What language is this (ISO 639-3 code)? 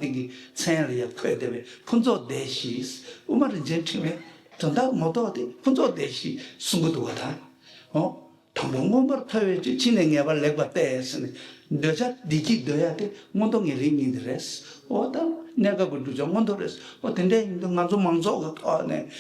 bod